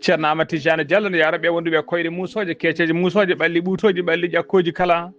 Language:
Fula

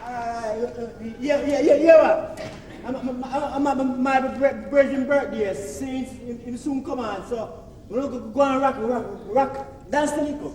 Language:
Jamaican Creole English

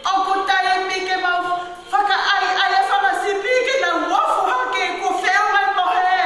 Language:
Tongan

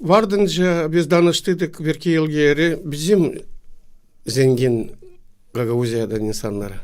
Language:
Gagauz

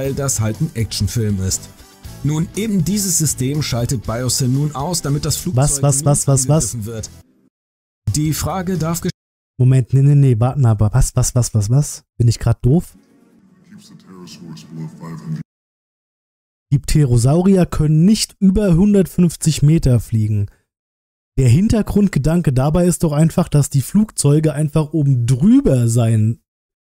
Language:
German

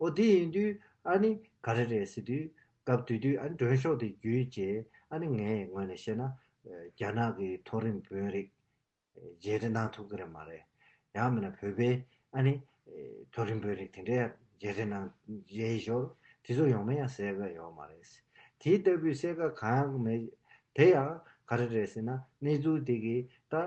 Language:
Tibetan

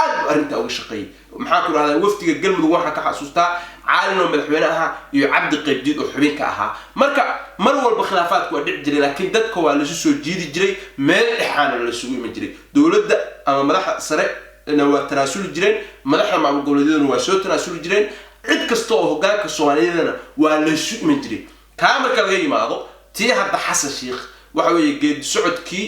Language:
Somali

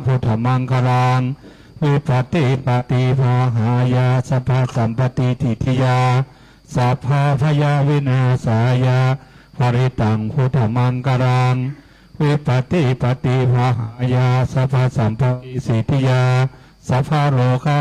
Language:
Pali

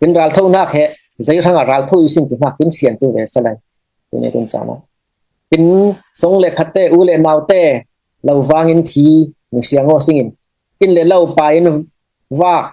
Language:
Falam Chin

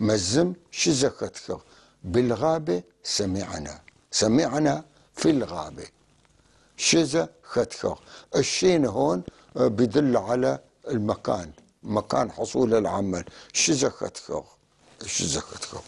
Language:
North Levantine Arabic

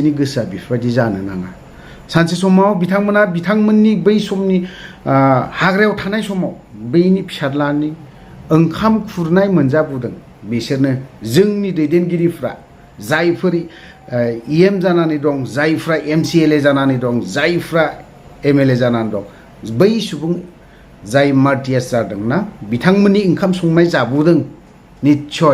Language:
Bodo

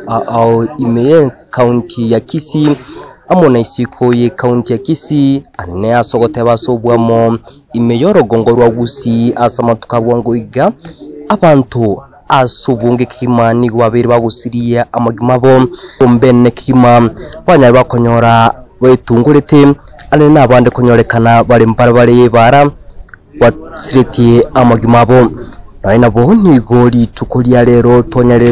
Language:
Gusii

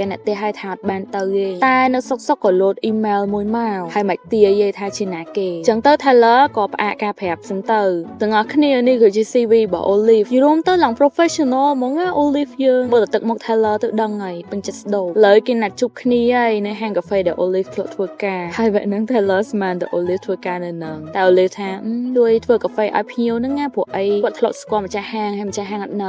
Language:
Khmer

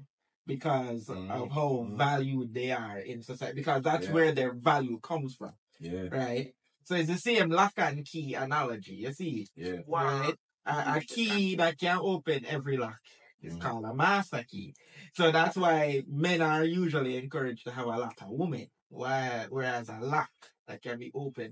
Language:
Jamaican Creole English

